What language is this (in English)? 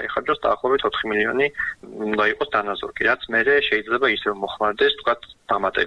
Georgian